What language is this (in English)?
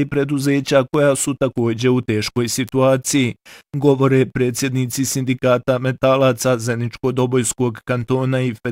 Bosnian